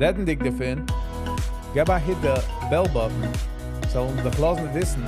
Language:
Yiddish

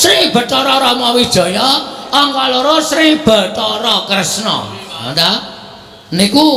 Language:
Javanese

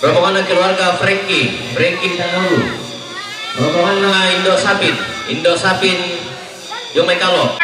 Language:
Toraja-Sa'dan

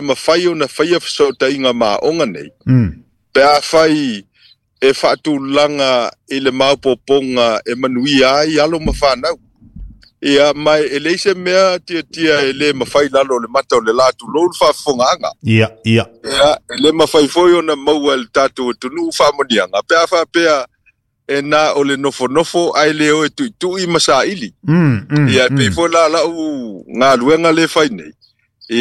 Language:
Samoan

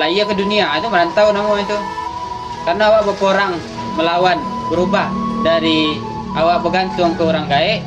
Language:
Minangkabau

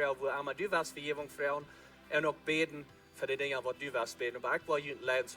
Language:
Plautdietsch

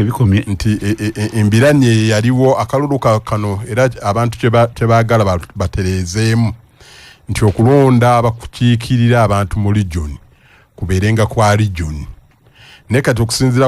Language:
Ganda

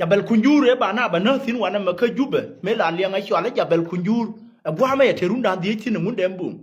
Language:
Nuer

